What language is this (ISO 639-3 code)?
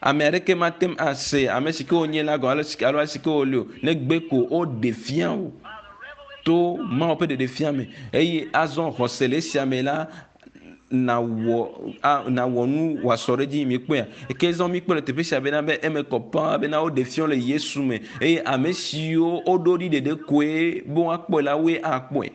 ewe